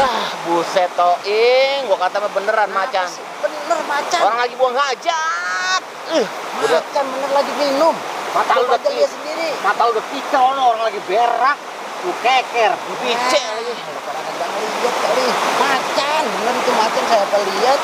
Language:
Betawi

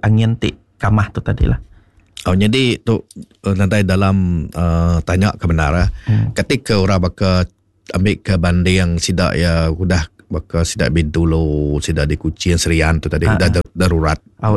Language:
Iban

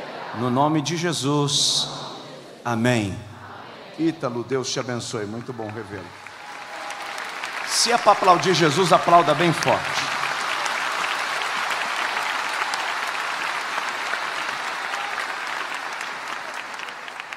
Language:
Portuguese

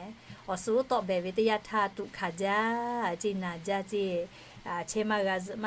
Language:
Lahu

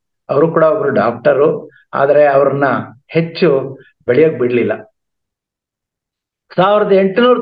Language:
Kannada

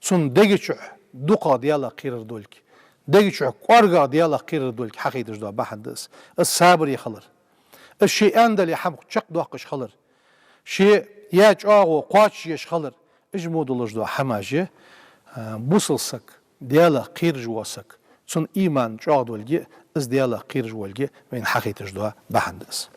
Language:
Ingush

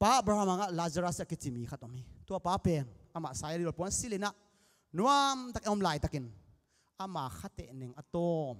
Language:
Tedim Chin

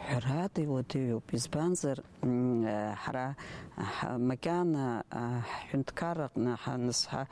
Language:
Abkhazian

